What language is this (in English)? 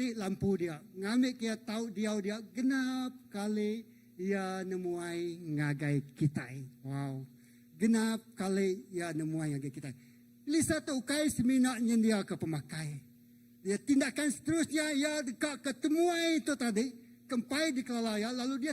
Iban